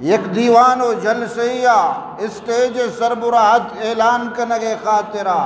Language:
Eastern Balochi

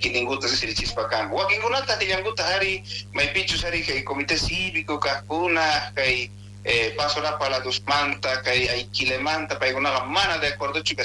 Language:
South Bolivian Quechua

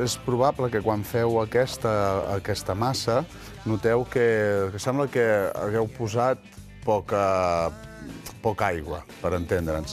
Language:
Catalan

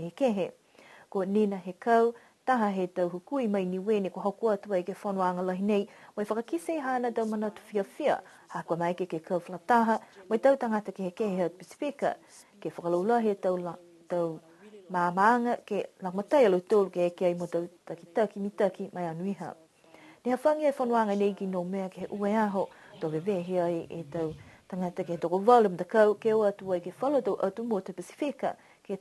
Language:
Niuean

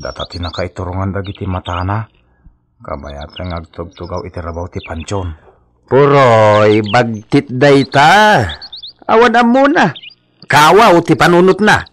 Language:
Iloko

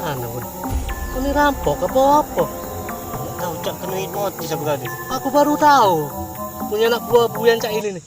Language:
Musi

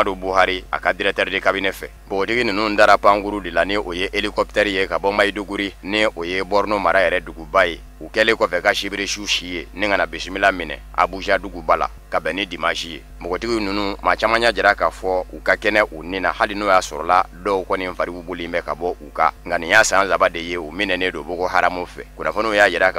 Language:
Bambara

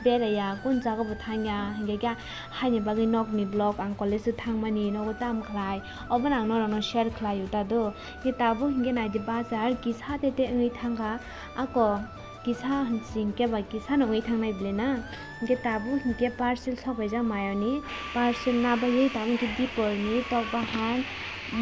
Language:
Kok Borok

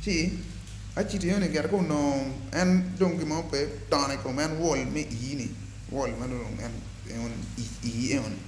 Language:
Acoli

